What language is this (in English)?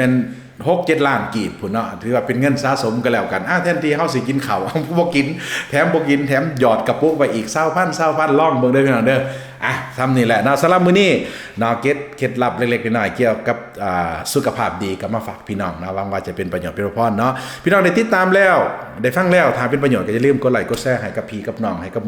Lao